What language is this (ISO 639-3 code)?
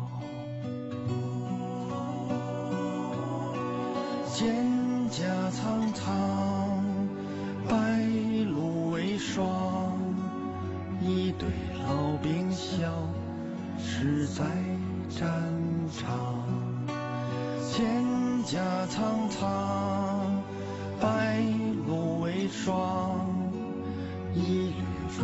zho